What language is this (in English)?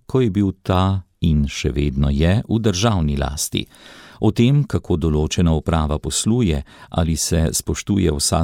Slovenian